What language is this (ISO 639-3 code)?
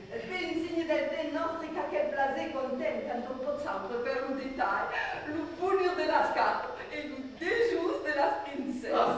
oci